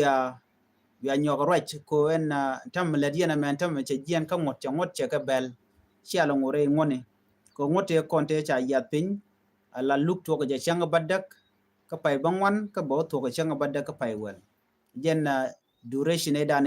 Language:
Nuer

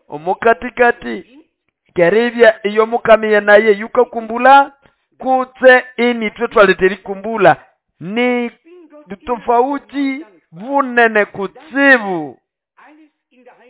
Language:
Nande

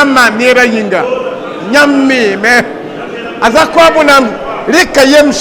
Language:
Mossi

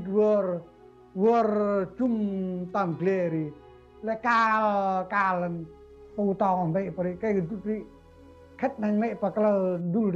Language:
Central Mnong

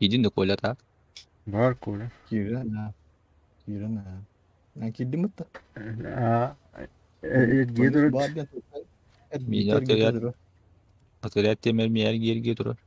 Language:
Yakut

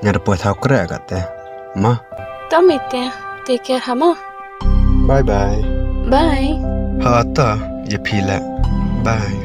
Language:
Khasi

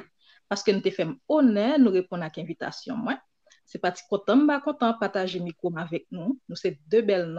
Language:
Haitian Creole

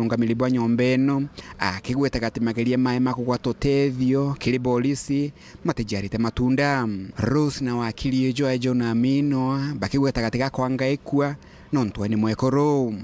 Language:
Meru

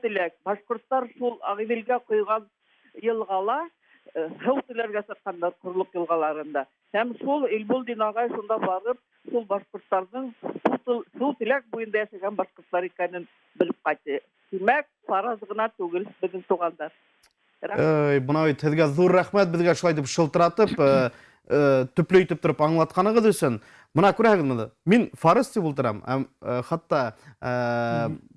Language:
Bashkir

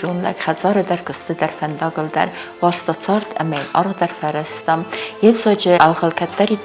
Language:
Ossetic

